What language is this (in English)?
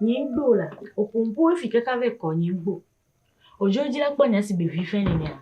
Ewe